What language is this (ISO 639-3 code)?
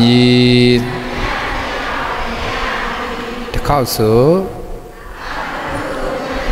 mya